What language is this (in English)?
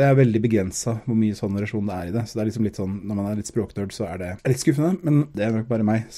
Norwegian